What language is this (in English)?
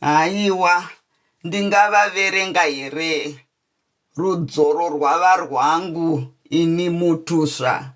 Shona